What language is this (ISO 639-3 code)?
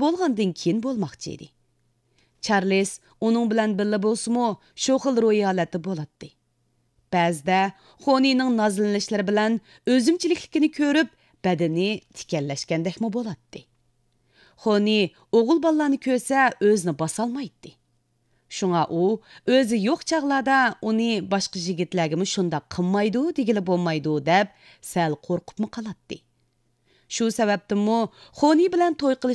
uig